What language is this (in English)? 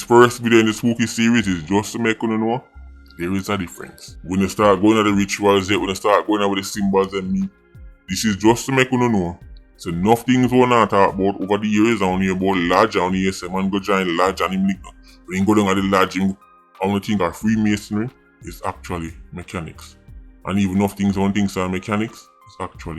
Jamaican Creole English